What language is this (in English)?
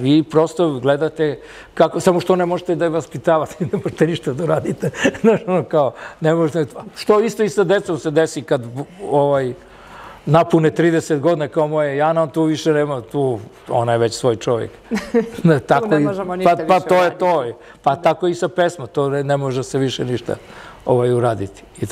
Serbian